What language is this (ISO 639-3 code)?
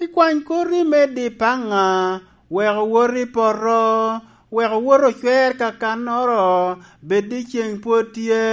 laj